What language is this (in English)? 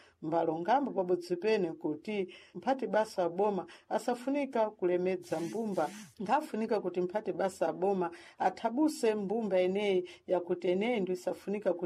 Sena